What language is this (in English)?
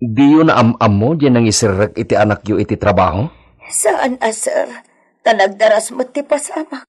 Iloko